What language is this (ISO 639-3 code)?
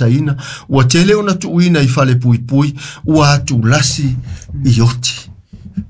smo